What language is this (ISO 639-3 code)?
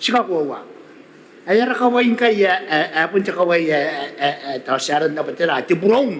gil